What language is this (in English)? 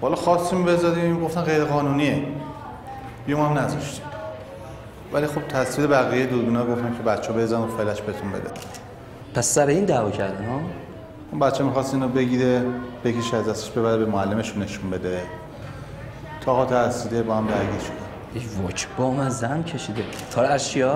Persian